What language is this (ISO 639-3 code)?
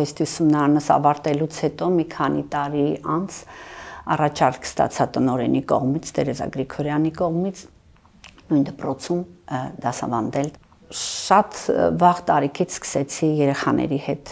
hye